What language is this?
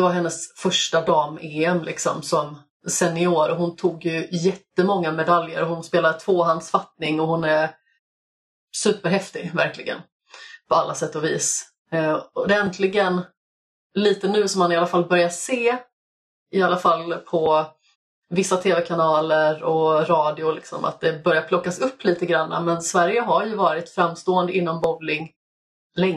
Swedish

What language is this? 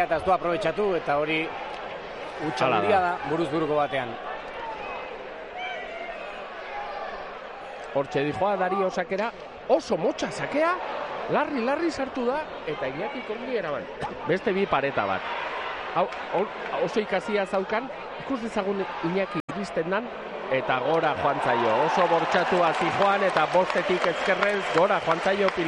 Basque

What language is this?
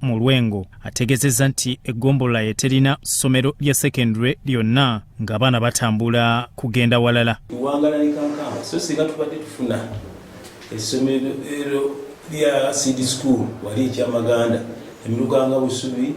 Ganda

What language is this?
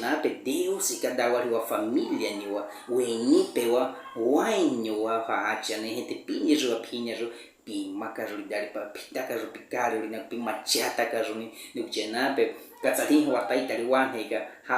Baniwa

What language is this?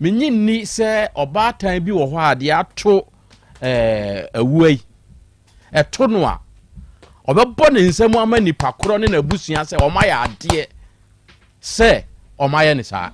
Akan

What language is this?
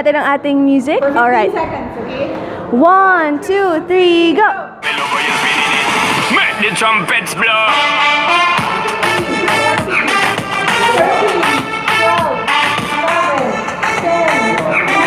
Filipino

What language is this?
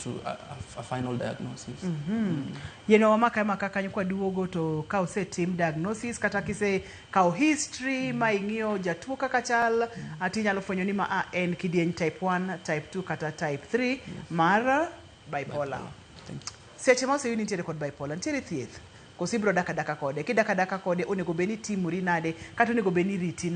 Luo (Kenya and Tanzania)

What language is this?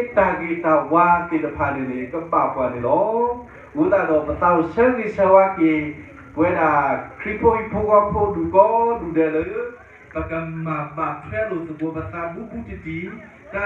S'gaw Karen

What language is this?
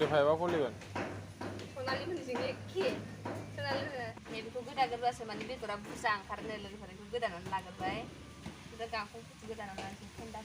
Bodo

